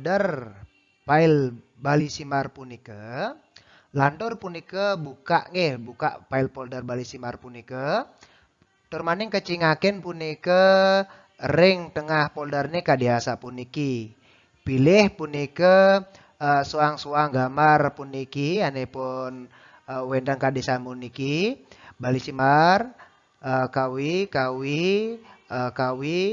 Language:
Balinese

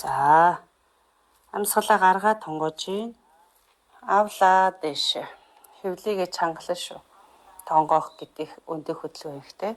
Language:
Mongolian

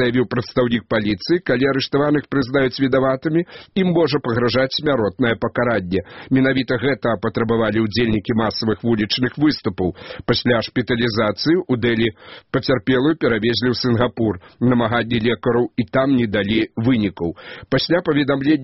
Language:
Belarusian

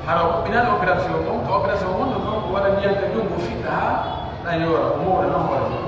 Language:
Pular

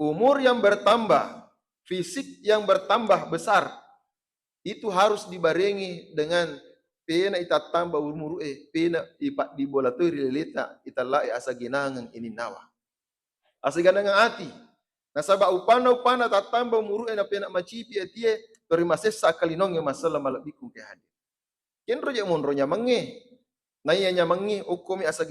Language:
Buginese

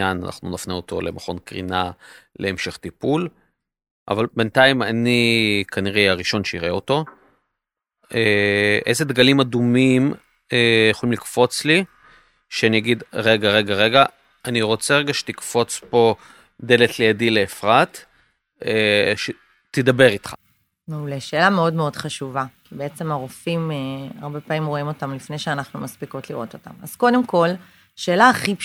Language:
Hebrew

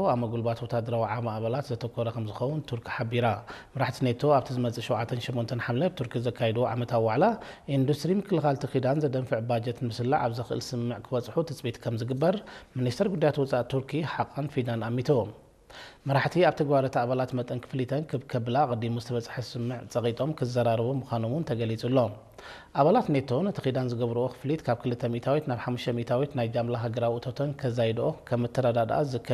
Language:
Tigrinya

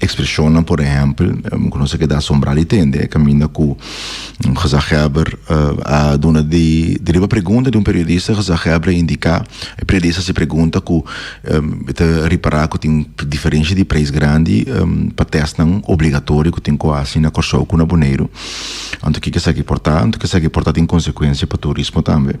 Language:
Papiamento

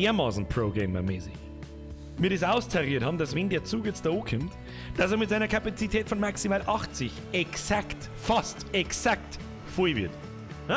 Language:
Bavarian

